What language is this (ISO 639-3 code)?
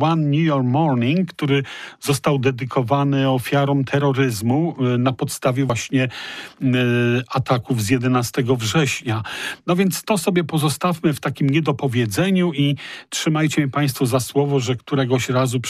pol